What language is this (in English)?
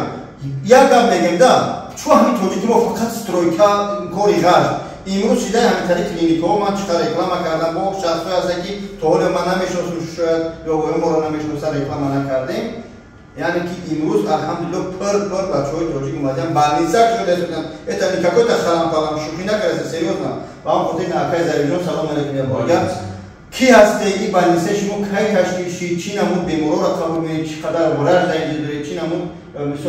Tajik